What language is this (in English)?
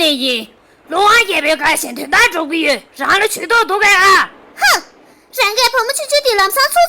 Tibetan